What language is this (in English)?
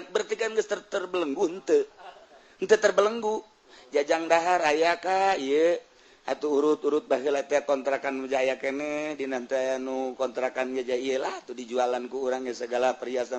Sundanese